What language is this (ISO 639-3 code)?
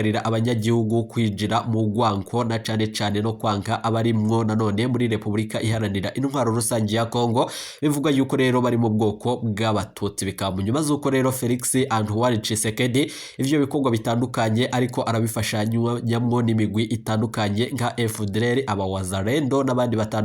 run